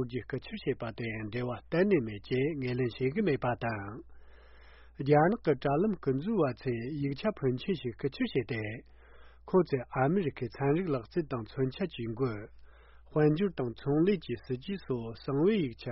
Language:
Tibetan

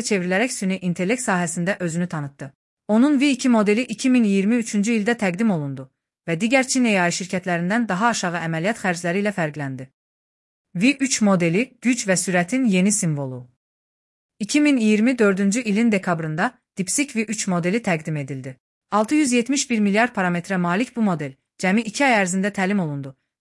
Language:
Azerbaijani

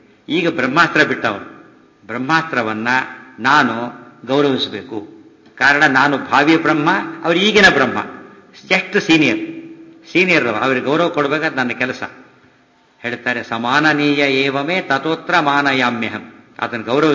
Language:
Kannada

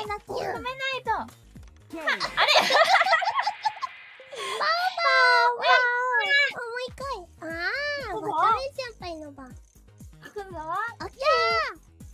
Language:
Japanese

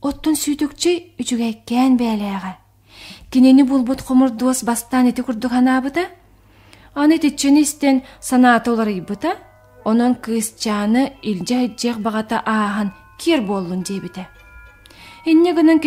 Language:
Yakut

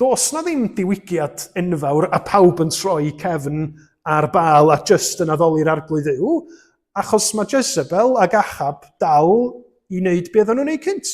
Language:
Welsh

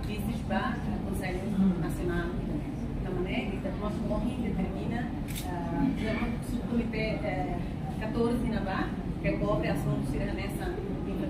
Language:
Tetum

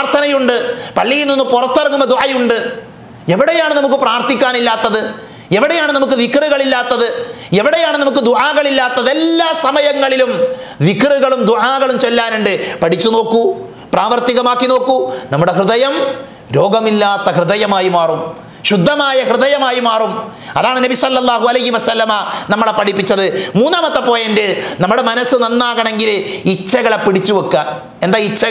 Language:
Malayalam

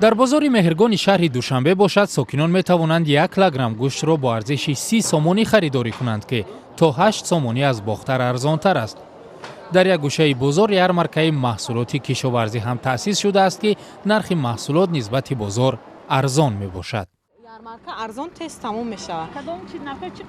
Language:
Tajik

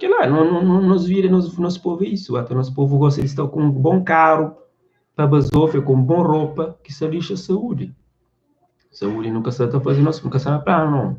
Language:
Kabuverdianu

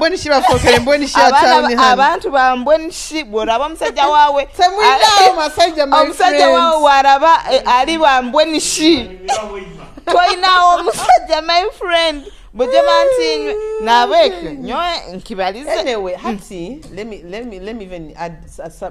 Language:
Nyoro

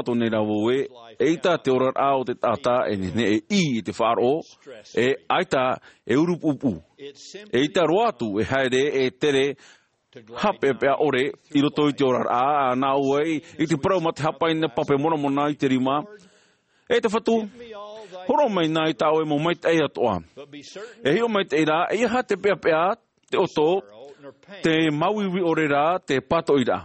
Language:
Tahitian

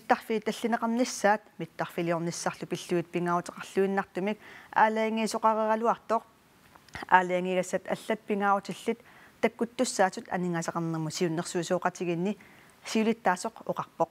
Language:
Kalaallisut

